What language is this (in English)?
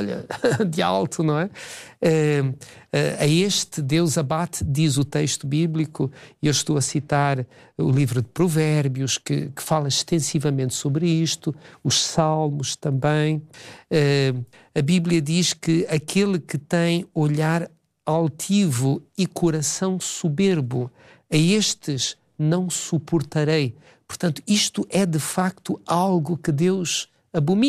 Portuguese